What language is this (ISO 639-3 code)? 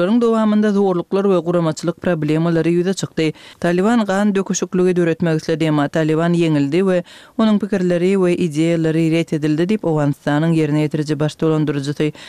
kir